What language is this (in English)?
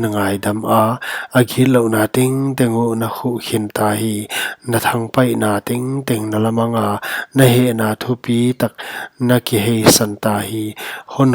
Paite Chin